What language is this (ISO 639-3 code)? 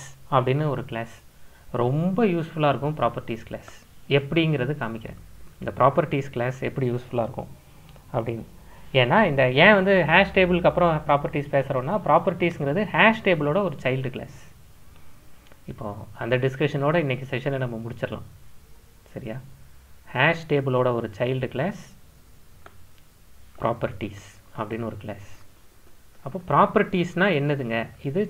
tam